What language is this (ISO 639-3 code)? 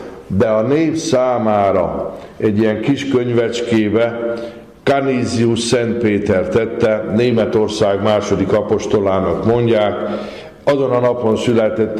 hun